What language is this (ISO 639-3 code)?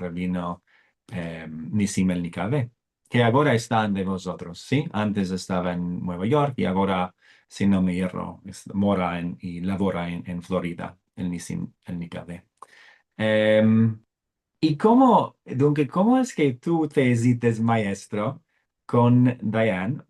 lad